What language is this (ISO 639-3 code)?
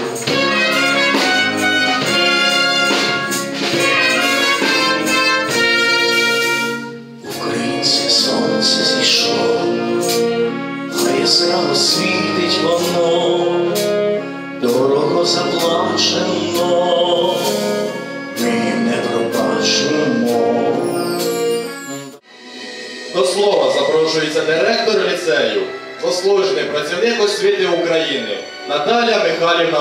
ukr